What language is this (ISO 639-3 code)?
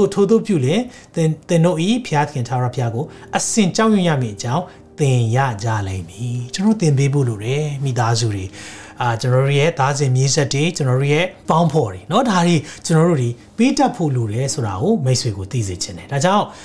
mya